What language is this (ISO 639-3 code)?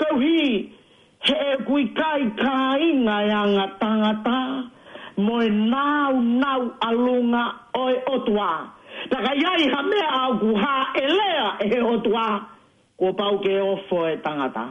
ton